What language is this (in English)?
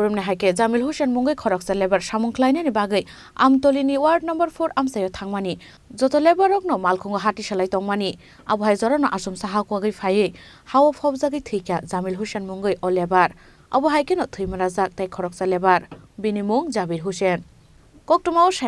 Kok Borok